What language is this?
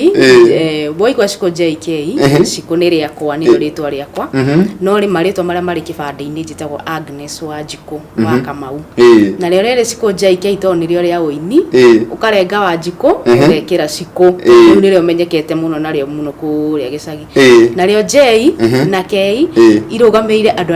Kikuyu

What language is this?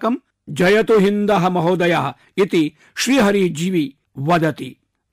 Sanskrit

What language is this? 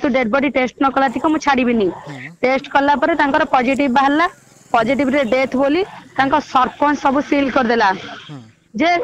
Odia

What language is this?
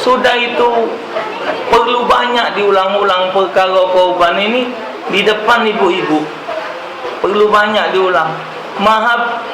Musi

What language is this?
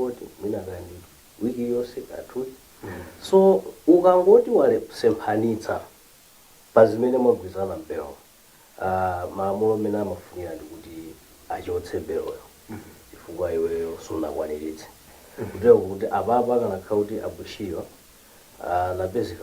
Nyanja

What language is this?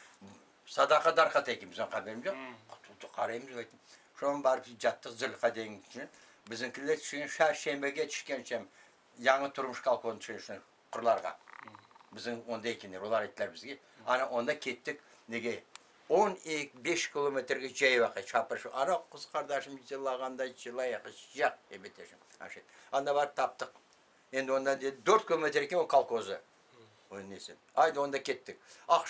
Crimean Tatar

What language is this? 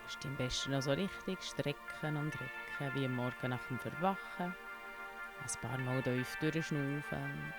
Swiss German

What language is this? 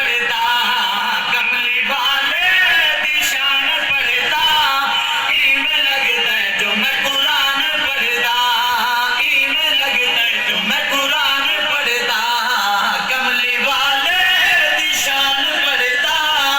Saraiki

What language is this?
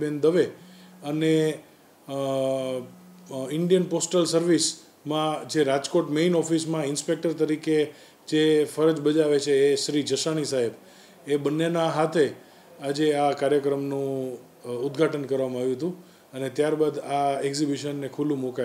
Gujarati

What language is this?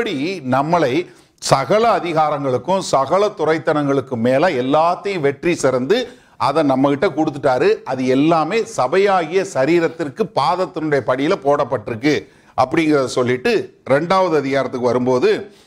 Tamil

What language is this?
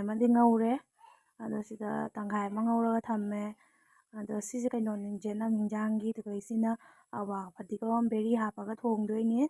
Manipuri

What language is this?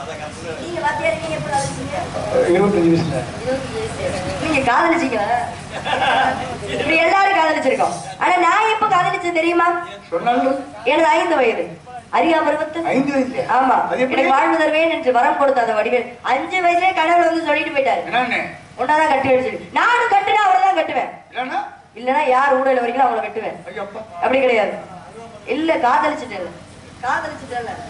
Tamil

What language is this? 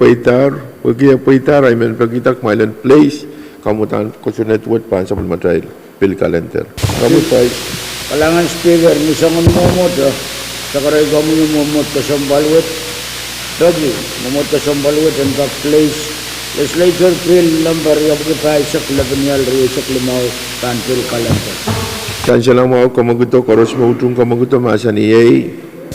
Pohnpeian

